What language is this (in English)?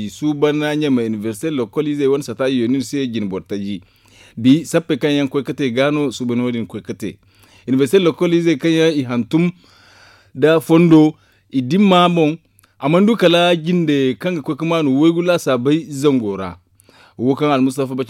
Zarma